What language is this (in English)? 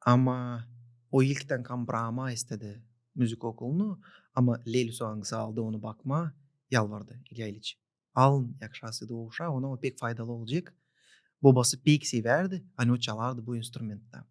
Gagauz